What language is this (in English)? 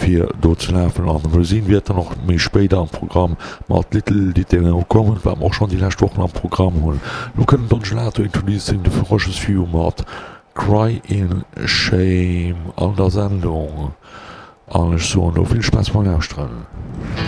Luxembourgish